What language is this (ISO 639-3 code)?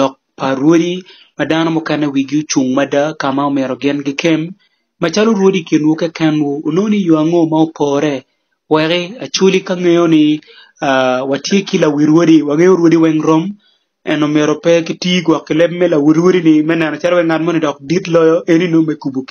ach